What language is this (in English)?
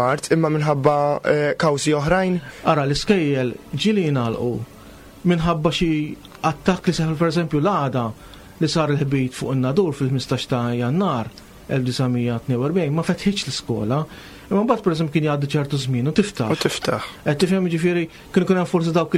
Maltese